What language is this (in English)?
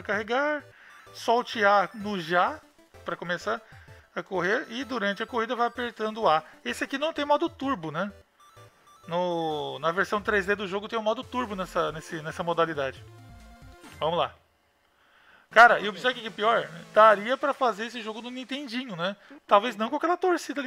Portuguese